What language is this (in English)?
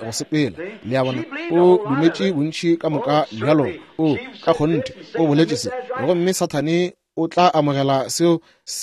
Northern Sotho